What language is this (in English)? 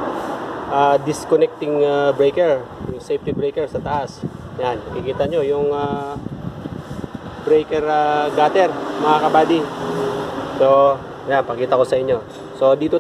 Filipino